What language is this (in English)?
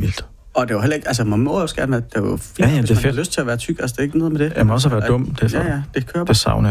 Danish